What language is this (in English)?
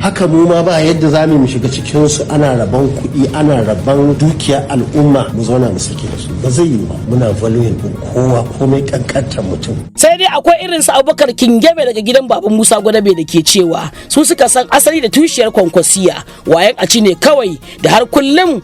Hausa